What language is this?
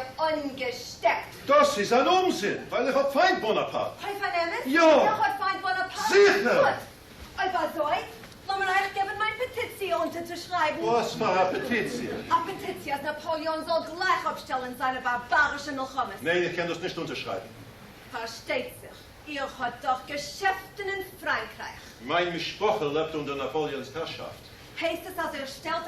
Yiddish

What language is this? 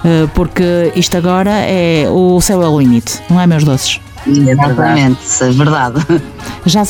Portuguese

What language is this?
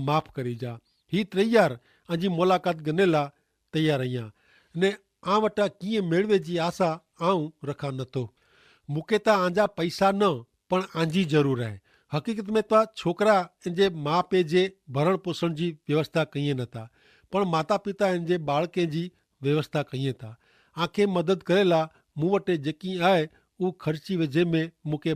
Kachhi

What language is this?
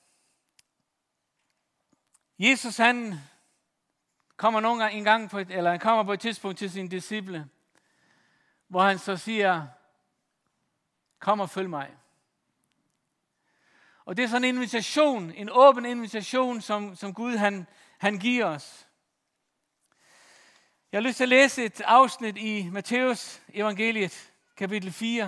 Danish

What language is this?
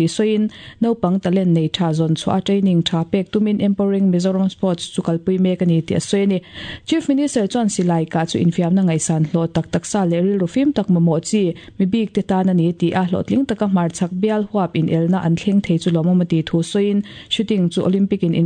Mizo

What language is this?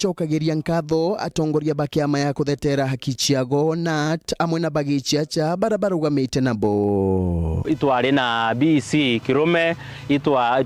Meru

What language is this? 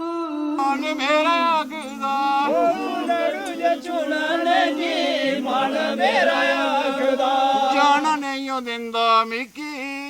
Dogri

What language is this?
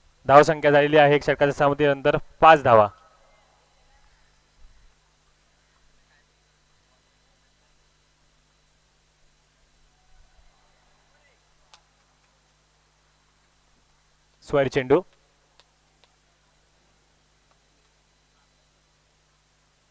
Marathi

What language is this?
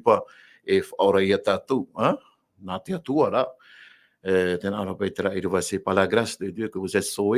Tahitian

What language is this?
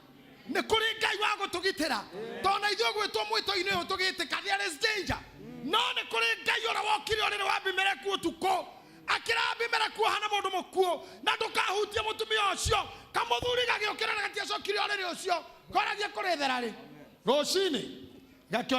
Kikuyu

